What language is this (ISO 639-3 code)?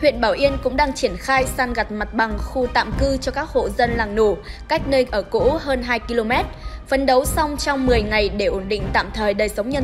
vie